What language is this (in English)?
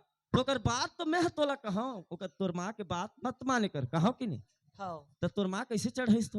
Chhattisgarhi